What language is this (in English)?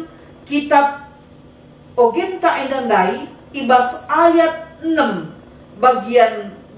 Batak Karo